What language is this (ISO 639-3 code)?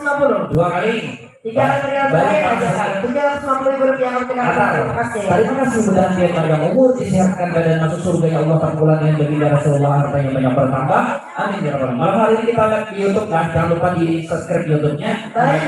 bjn